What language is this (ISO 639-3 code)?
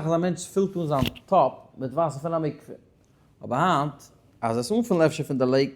yid